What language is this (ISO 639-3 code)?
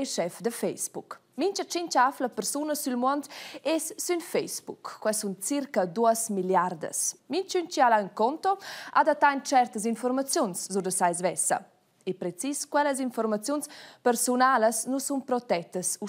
roh